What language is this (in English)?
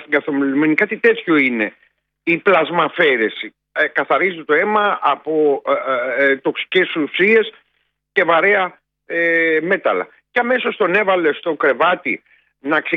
Greek